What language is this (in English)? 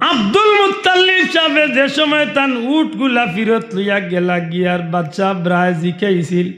Sylheti